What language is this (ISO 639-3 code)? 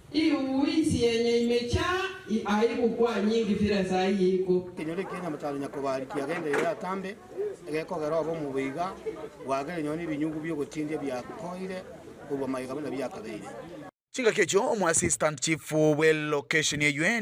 guz